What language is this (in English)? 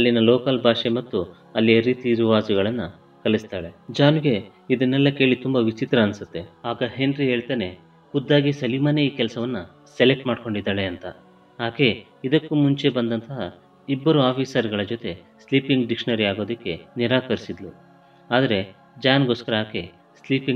Kannada